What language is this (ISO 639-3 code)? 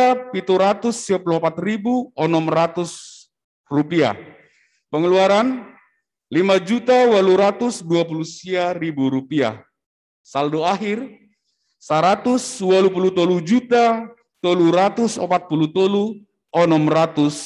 bts